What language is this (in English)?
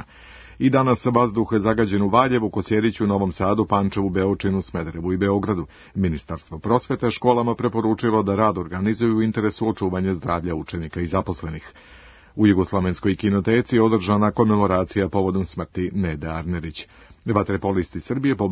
Serbian